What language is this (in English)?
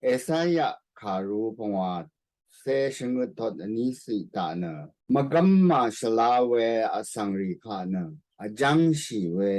Rawang